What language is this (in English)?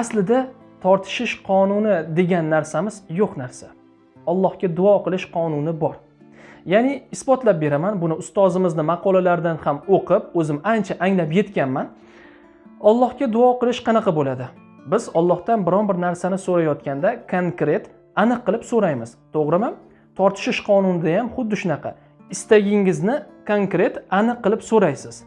Uzbek